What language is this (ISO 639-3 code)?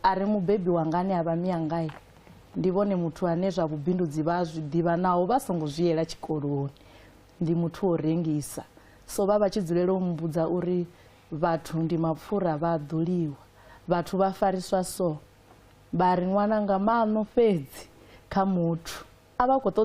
ven